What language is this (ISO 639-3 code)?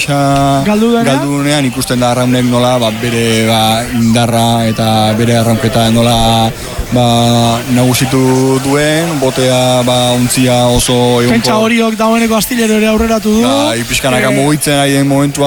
eus